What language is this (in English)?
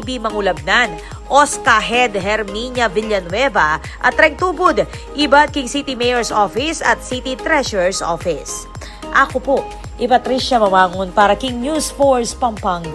Pampanga